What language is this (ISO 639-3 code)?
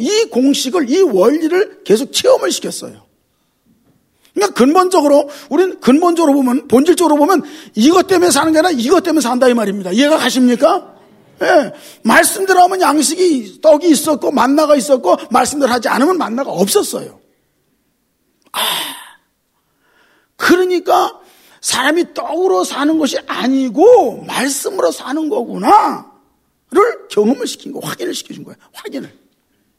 kor